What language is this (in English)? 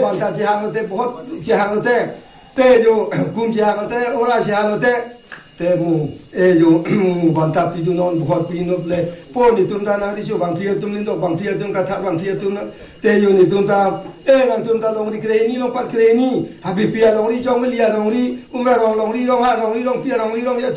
Karbi